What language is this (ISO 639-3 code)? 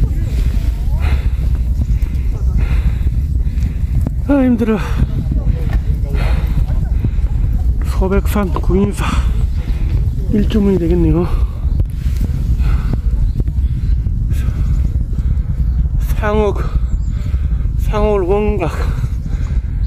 kor